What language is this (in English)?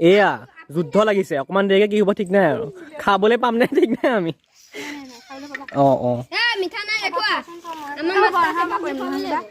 Assamese